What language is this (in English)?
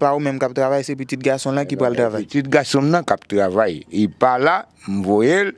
Haitian Creole